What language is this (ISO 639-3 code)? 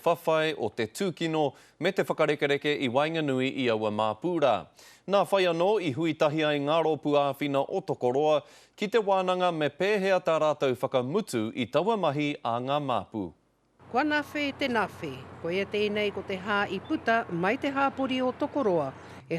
mri